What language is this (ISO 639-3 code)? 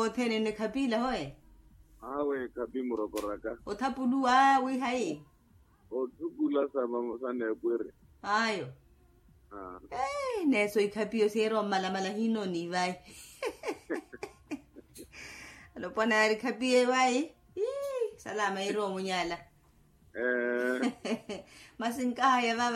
swa